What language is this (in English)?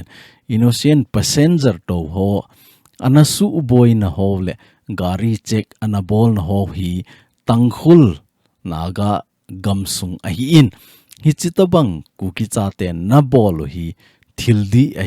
Thado Chin